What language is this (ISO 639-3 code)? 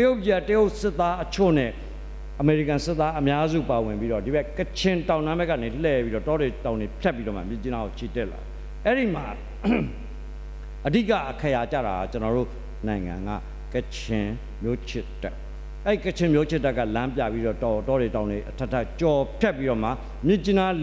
mya